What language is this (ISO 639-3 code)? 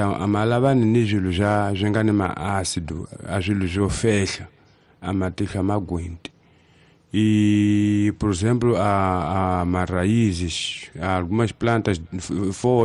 tso